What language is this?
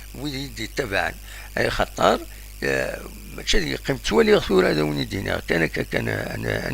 Kabyle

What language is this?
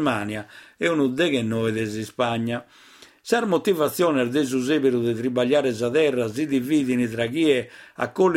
Sardinian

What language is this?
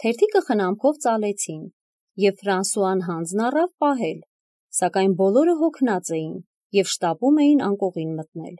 Armenian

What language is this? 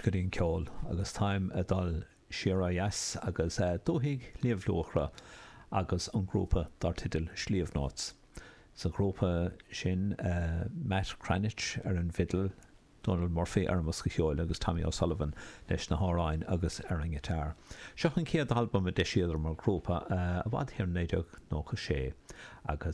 Irish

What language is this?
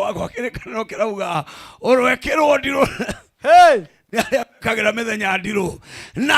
Kikuyu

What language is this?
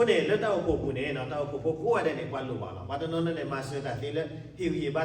S'gaw Karen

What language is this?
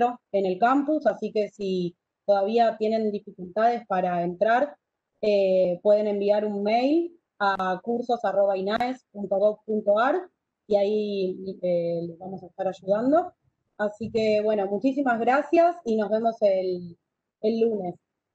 Spanish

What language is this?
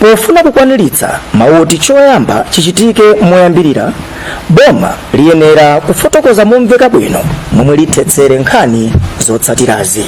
Nyanja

